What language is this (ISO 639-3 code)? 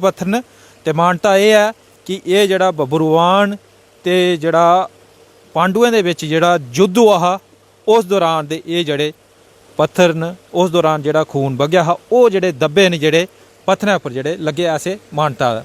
doi